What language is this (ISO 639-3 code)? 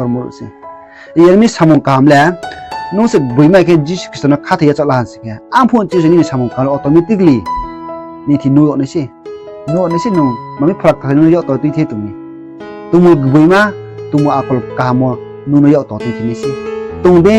ria